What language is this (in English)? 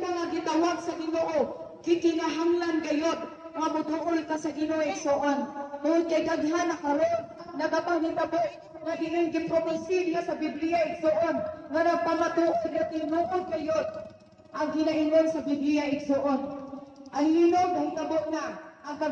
Cebuano